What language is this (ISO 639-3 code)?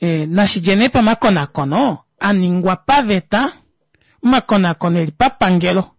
kua